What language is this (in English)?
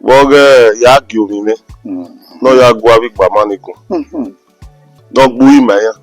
Bini